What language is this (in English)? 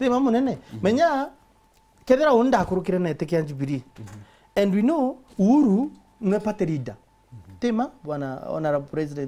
Meru